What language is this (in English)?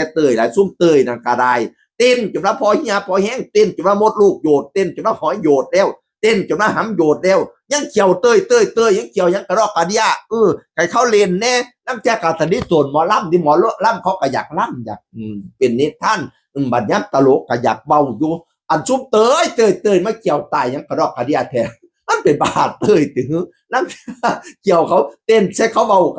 Northeastern Thai